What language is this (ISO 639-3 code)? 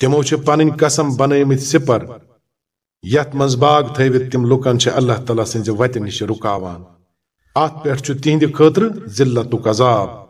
kas